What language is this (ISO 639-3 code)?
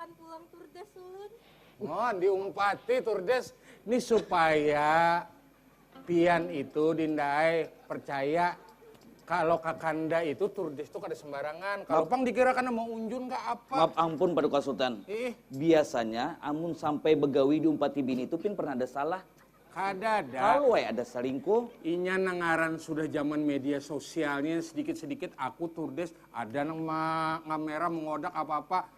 bjn